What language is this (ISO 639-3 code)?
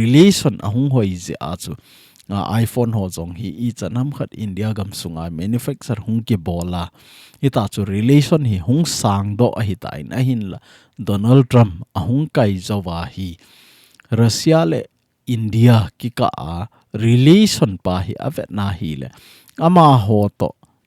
tcz